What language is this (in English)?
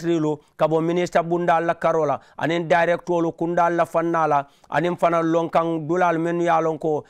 Mandingo